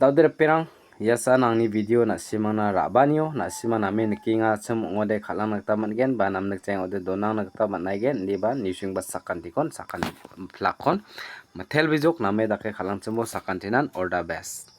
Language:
Garo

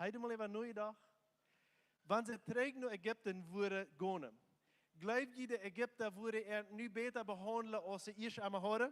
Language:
Plautdietsch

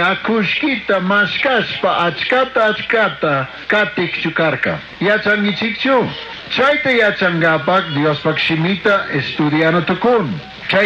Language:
Chimborazo Highland Quichua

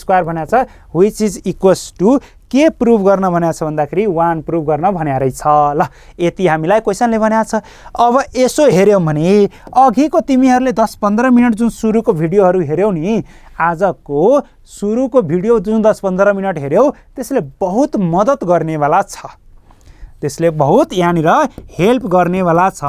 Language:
Nepali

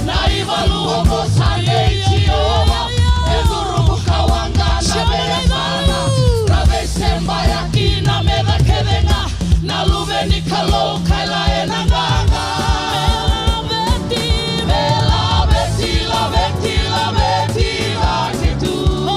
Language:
Fijian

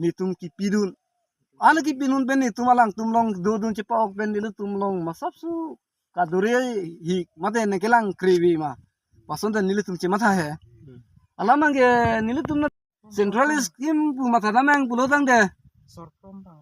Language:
Karbi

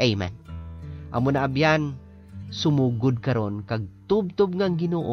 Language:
Hiligaynon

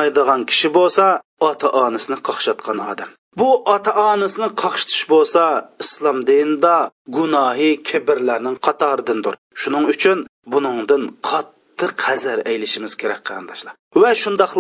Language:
Uyghur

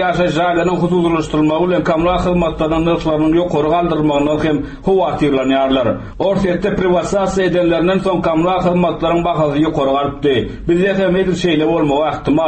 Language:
Turkmen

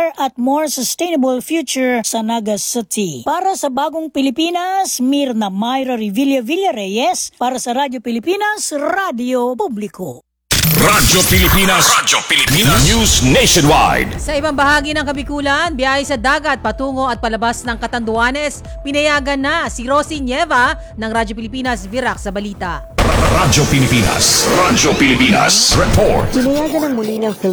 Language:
Filipino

